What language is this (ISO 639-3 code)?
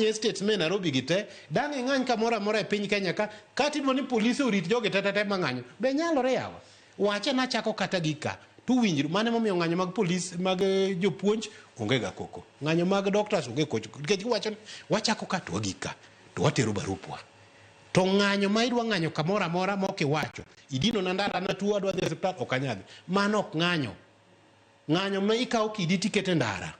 luo